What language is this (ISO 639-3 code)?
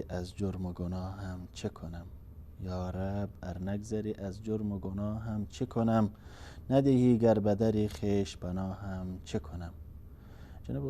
fas